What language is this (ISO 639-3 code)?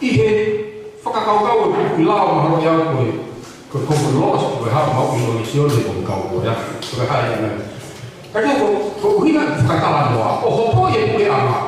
ton